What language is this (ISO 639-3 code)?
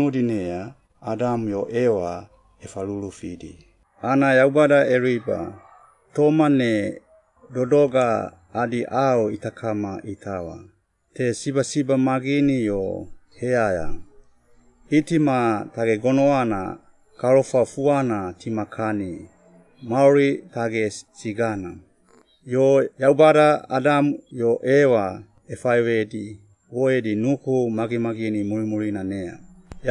swp